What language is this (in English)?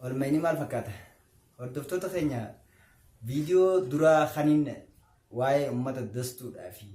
Oromo